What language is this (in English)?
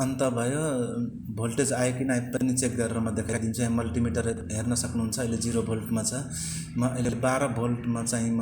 Nepali